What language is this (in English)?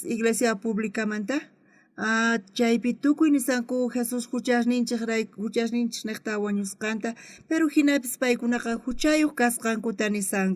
South Bolivian Quechua